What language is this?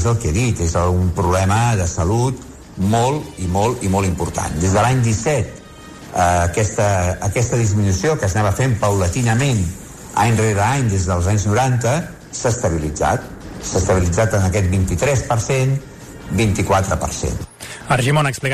Catalan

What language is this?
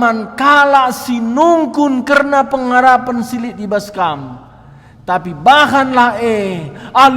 Batak Karo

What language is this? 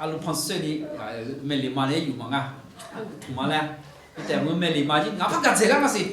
Akha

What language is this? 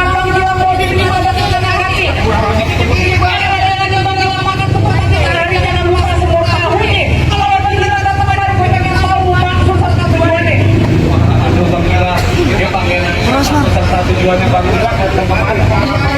Betawi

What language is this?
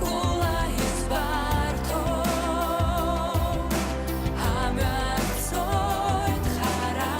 Abkhazian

